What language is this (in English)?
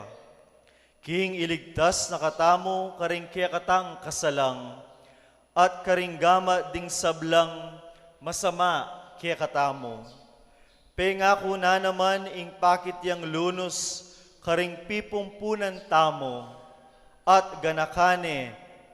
Pampanga